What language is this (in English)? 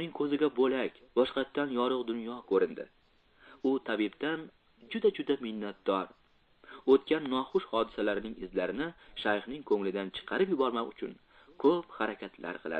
Uzbek